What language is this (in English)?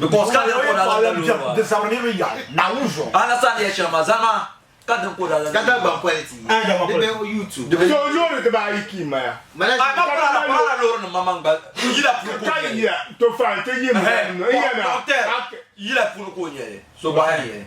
Dagbani